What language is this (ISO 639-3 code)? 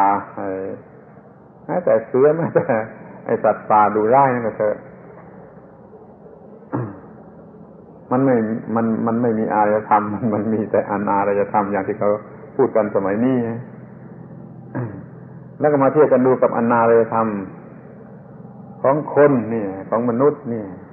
tha